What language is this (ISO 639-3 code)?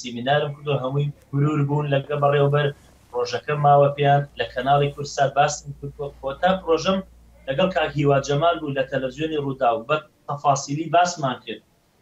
ckb